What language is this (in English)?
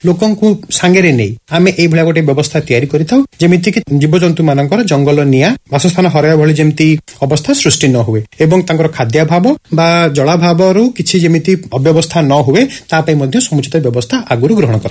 Odia